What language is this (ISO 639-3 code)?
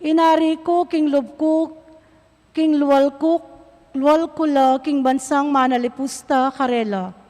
pam